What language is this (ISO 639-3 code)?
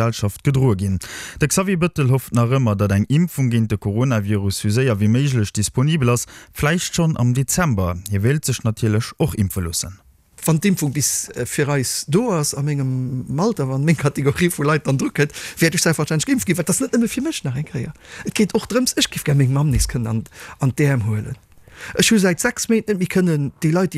ltz